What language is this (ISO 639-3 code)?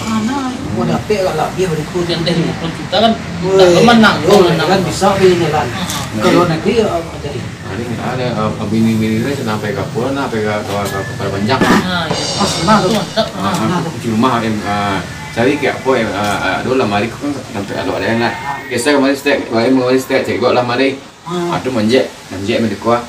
min